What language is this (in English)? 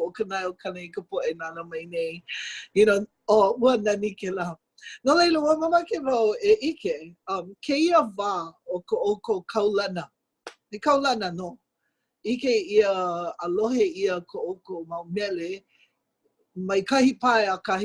Hawaiian